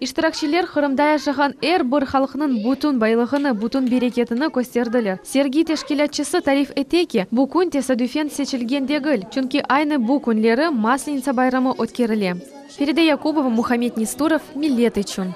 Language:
Crimean Tatar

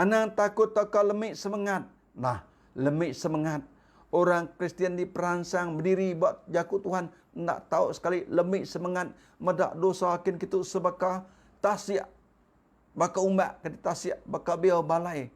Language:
Iban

